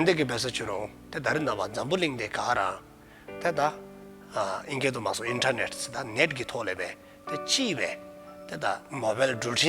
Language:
Dzongkha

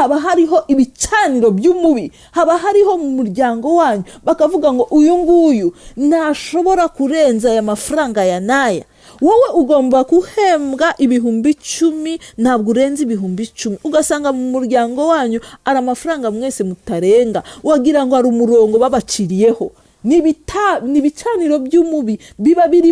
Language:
Kinyarwanda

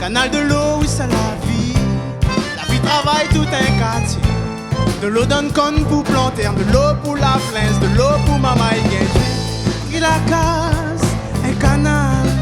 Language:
Réunion Creole French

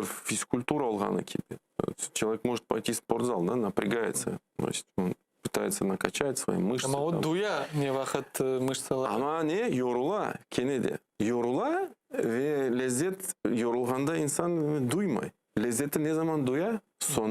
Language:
Crimean Tatar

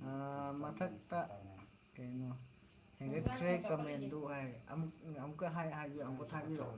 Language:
Manipuri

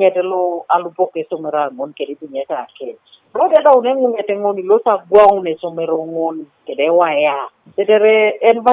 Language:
Teso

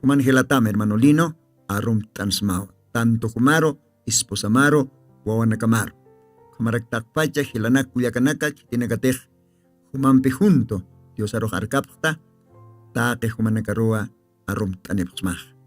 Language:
Aymara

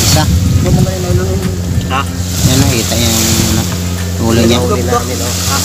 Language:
Filipino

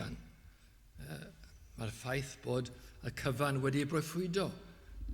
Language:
Welsh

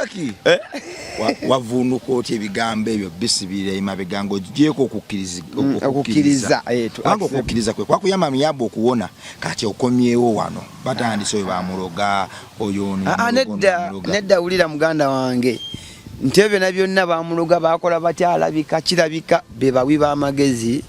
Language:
Ganda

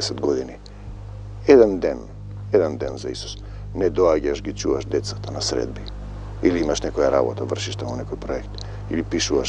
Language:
Macedonian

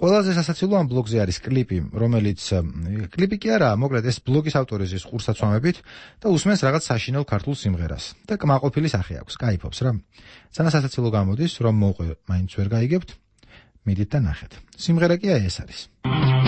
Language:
Georgian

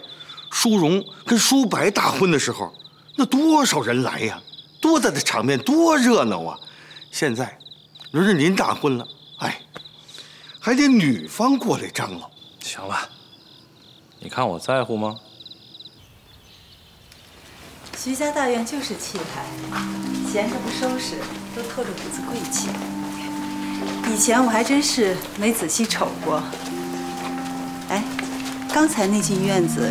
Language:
Chinese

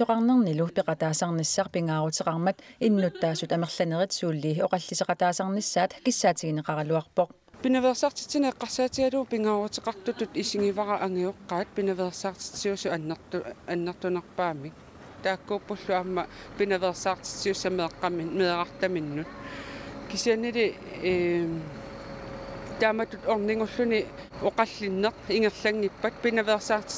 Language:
Kalaallisut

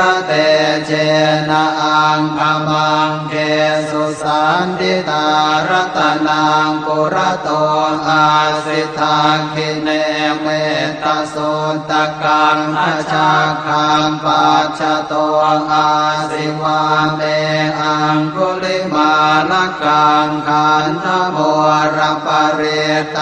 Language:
Pali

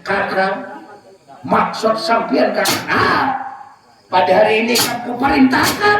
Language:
Banjar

